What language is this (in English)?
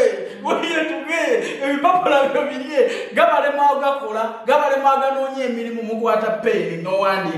Ganda